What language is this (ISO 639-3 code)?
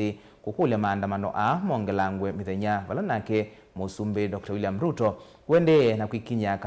kam